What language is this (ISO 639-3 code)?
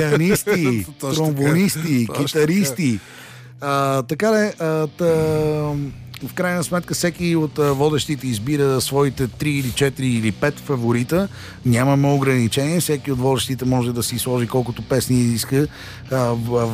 bul